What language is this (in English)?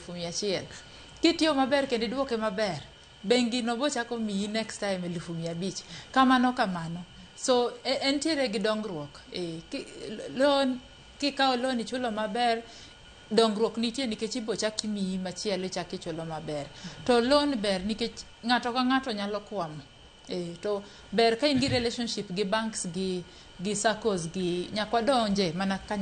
Luo (Kenya and Tanzania)